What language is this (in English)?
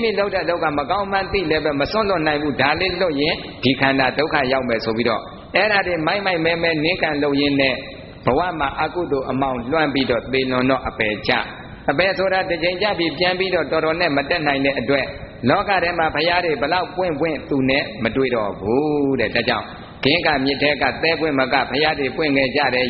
Burmese